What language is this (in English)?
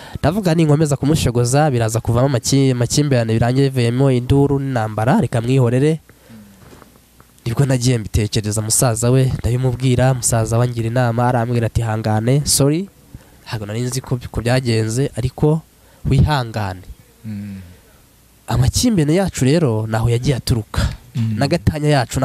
Kinyarwanda